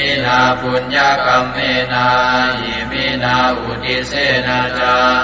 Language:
Pali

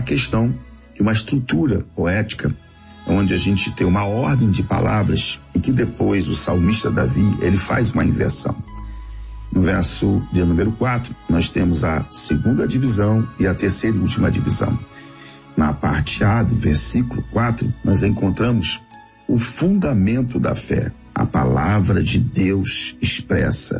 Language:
Portuguese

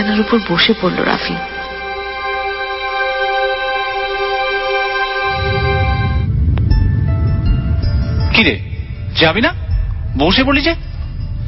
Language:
Bangla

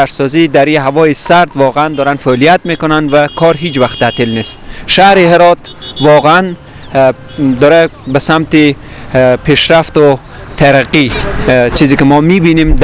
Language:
Persian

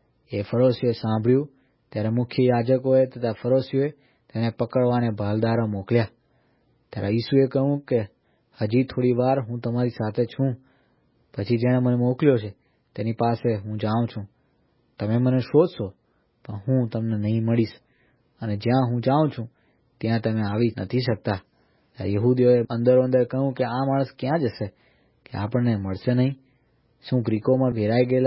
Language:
Gujarati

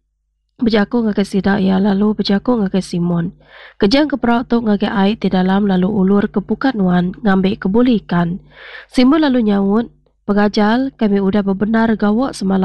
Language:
Iban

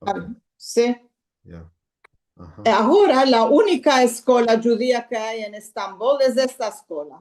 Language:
Ladino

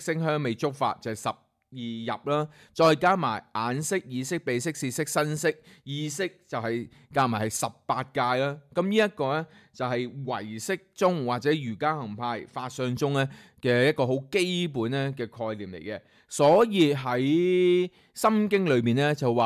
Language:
Cantonese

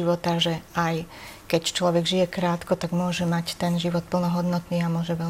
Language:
Slovak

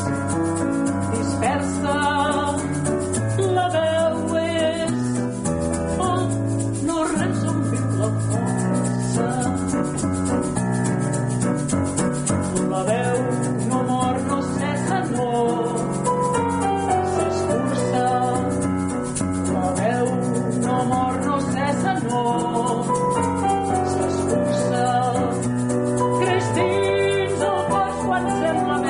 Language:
Catalan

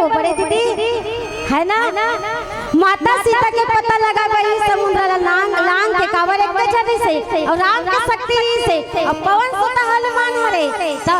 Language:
Chhattisgarhi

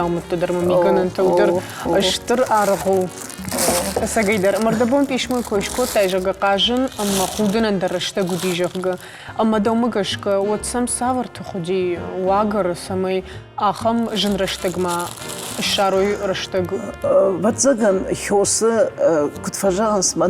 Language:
Ossetic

